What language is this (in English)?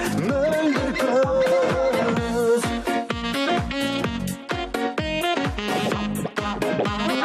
Kazakh